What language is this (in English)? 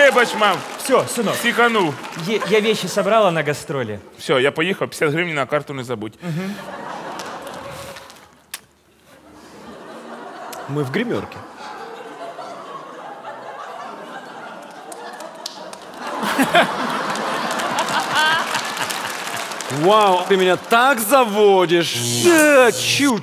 Russian